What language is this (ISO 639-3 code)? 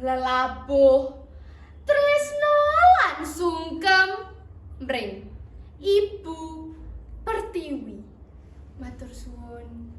jav